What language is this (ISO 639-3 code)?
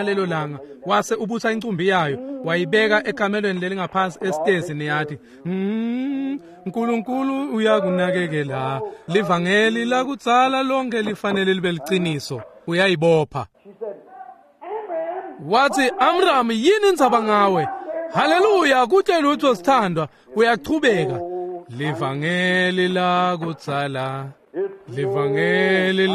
ssw